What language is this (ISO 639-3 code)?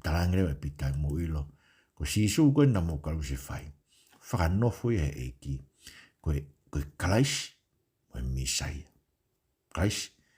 ton